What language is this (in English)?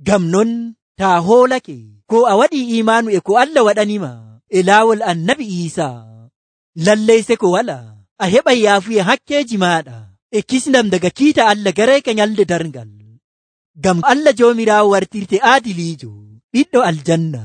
Nigerian Fulfulde